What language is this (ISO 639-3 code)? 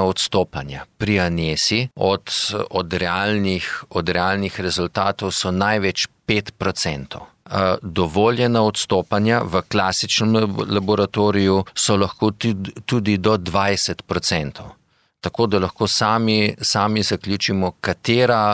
slv